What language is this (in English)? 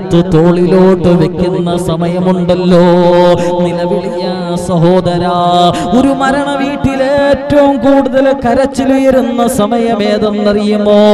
Malayalam